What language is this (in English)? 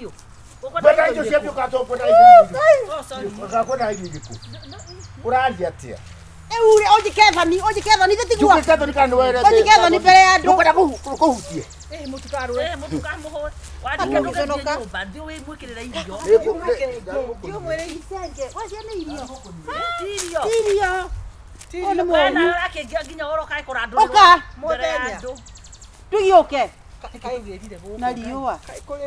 Kikuyu